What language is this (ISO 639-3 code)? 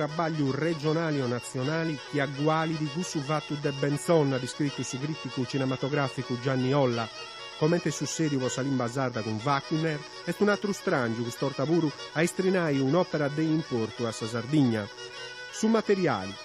srd